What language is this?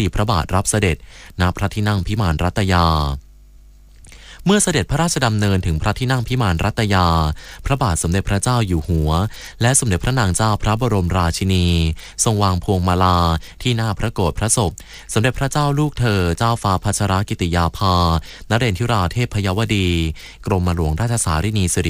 Thai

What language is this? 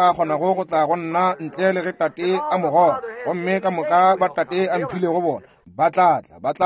Northern Sotho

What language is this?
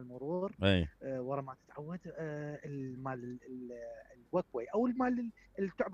Mesopotamian Arabic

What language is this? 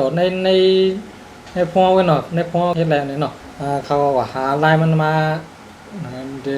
Shan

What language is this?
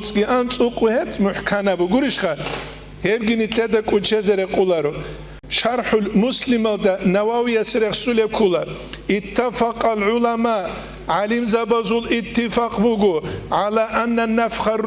Avaric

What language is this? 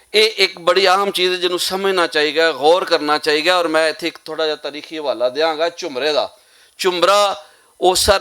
Western Panjabi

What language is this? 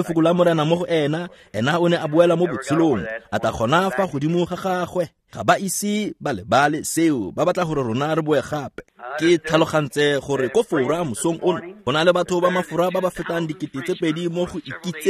Tswana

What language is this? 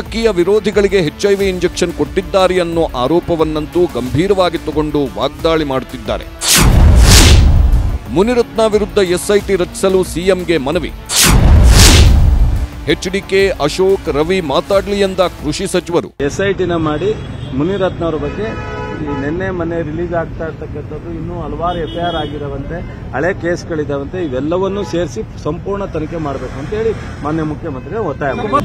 Kannada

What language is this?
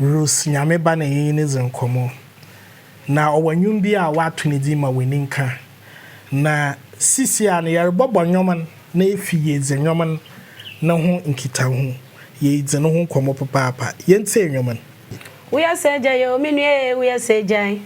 Akan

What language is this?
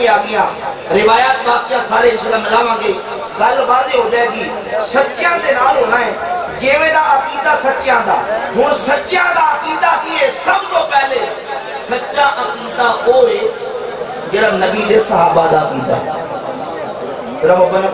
Western Panjabi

